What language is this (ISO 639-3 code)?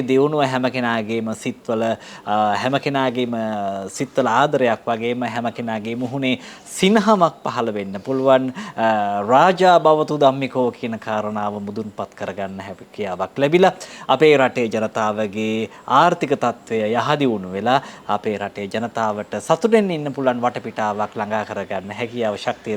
sin